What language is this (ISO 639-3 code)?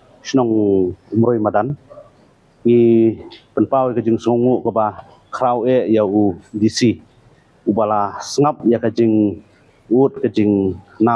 kha